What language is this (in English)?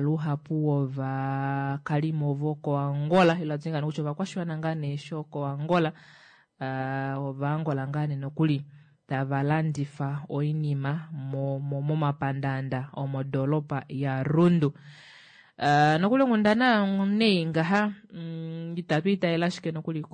Kuanyama